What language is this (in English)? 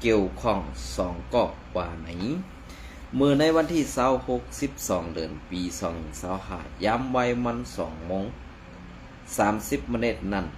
Shan